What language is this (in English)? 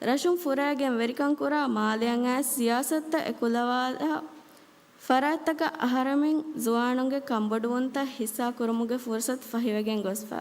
Divehi